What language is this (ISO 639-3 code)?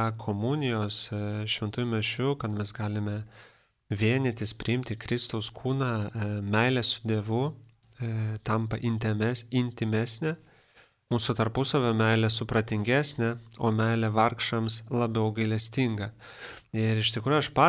lit